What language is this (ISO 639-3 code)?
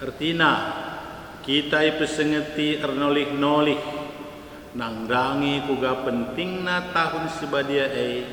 btx